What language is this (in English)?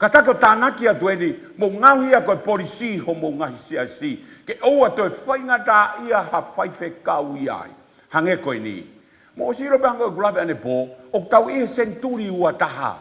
Tongan